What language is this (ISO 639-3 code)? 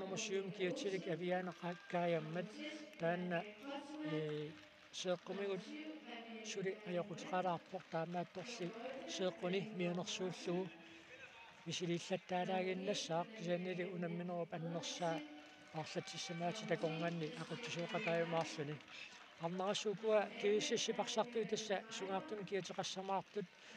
kal